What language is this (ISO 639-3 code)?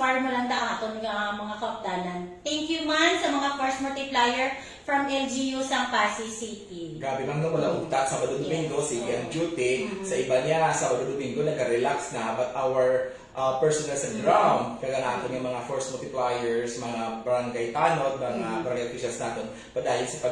hil